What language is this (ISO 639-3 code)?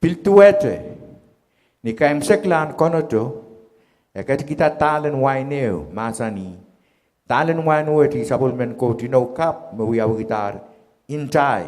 pon